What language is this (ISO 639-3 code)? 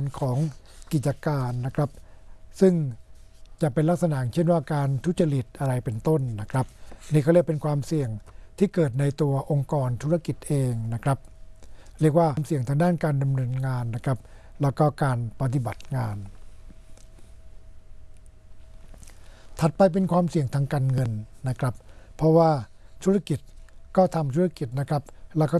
tha